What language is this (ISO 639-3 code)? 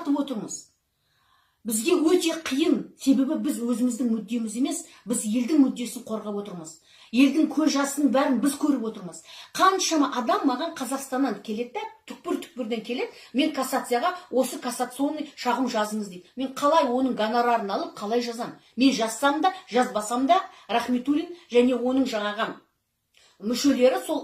kaz